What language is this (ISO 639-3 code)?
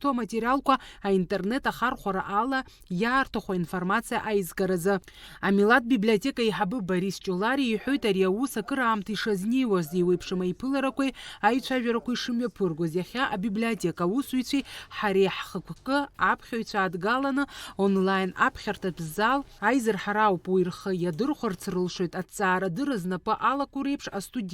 abk